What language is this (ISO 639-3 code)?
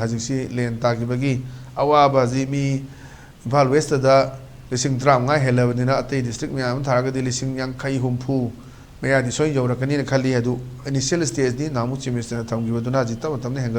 mni